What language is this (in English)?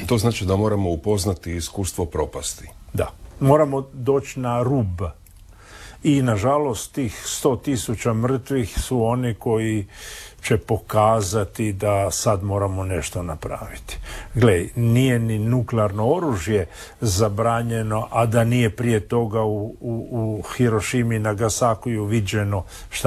Croatian